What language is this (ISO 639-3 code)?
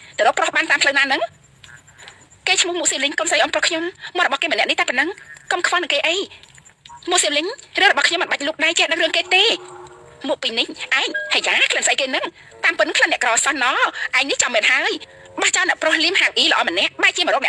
khm